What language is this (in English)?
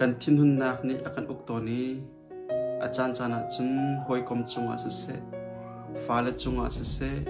Hakha Chin